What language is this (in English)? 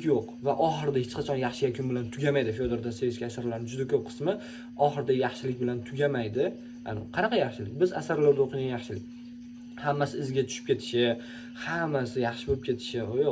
Uzbek